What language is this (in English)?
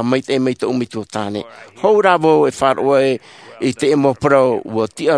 Tahitian